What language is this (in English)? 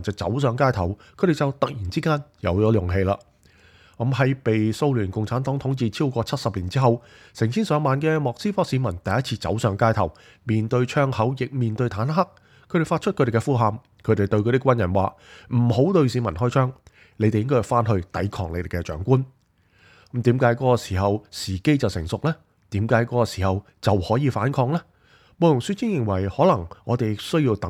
Cantonese